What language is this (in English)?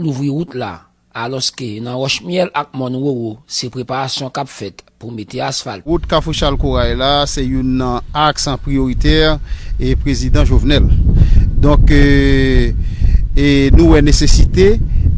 Haitian Creole